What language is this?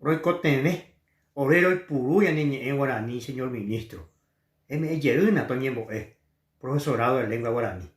Guarani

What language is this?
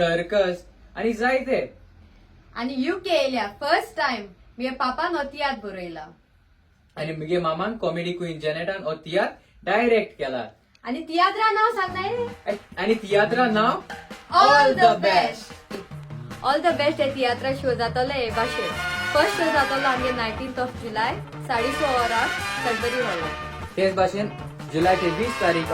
Konkani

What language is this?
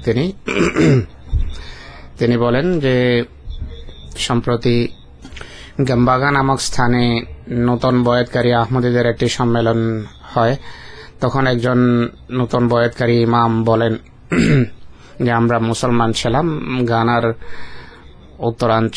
Bangla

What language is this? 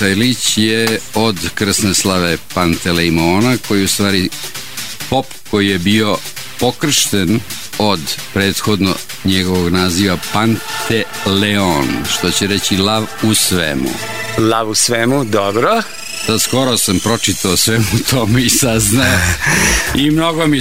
Serbian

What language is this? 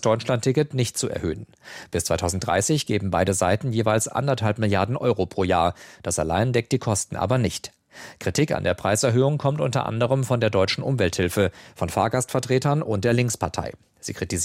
German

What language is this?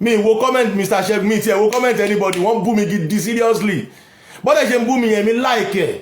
Yoruba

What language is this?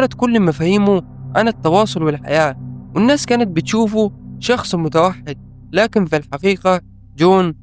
Egyptian Arabic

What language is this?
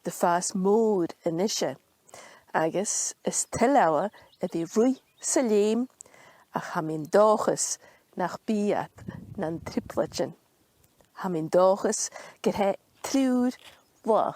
Scottish Gaelic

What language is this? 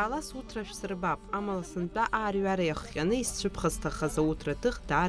Abkhazian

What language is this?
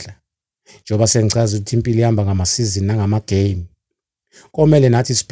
Zulu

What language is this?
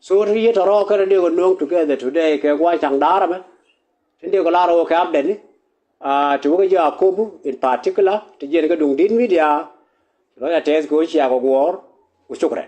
Nuer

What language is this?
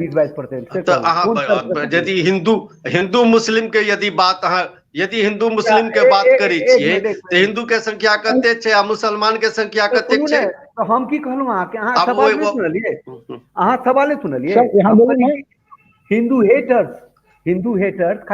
Maithili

